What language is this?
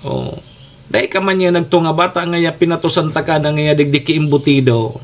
Bikol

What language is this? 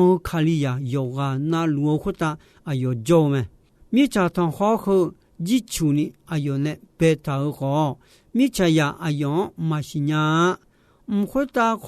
Akha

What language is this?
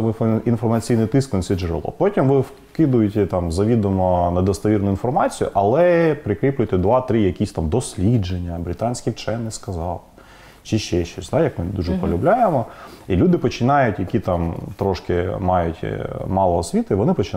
Ukrainian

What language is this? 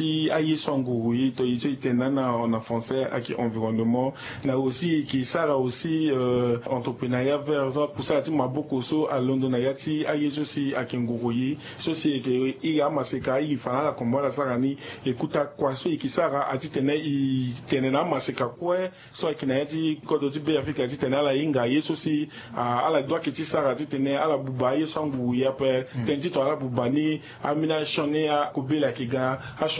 Sango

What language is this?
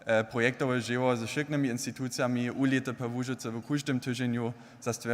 Upper Sorbian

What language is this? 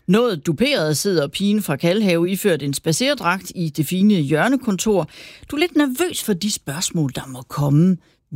Danish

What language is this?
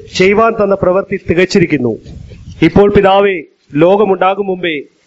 Malayalam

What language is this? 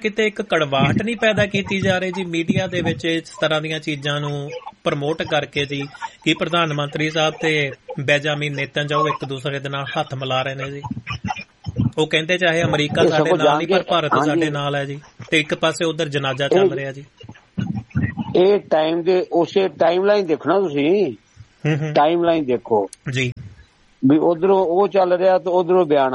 Punjabi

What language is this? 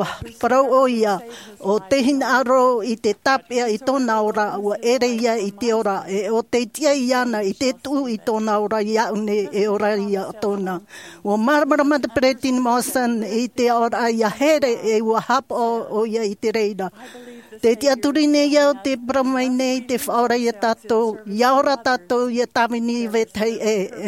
Tahitian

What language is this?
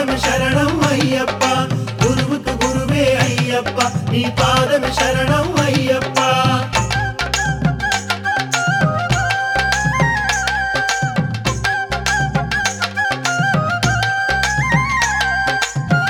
Telugu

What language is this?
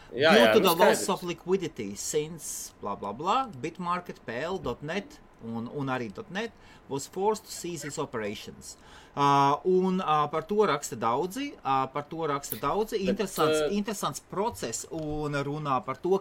Latvian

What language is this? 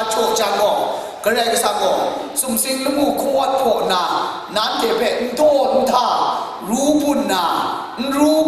Kachin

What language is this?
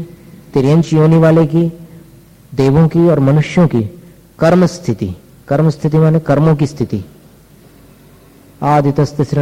Hindi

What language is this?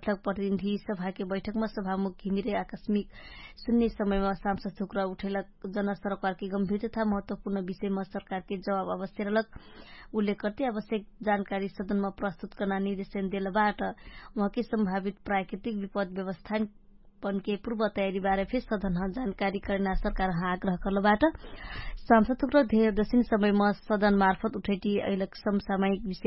Dangaura Tharu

